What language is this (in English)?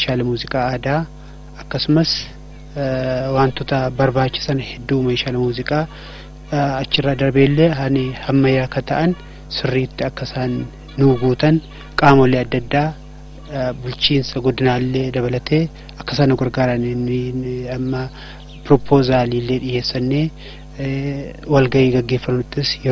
Oromo